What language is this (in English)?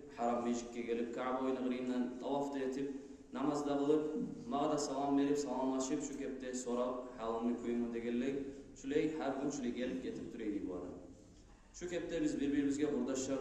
Kumyk